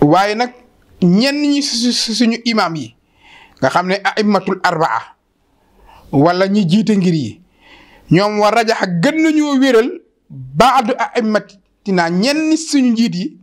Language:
Wolof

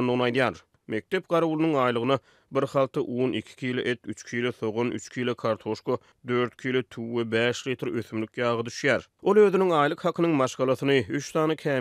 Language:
Turkmen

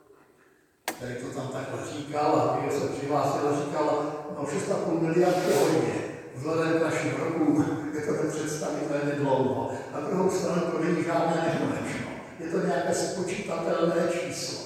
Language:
Czech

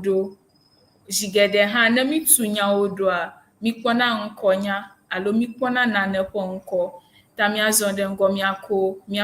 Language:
Ewe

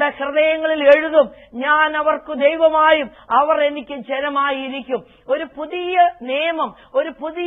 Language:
Malayalam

